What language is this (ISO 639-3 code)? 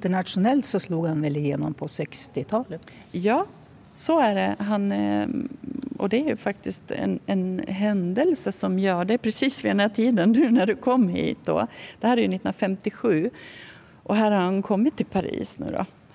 swe